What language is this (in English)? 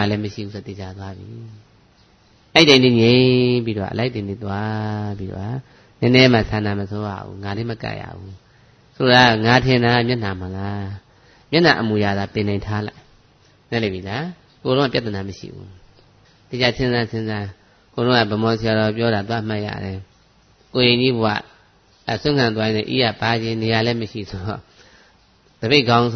Burmese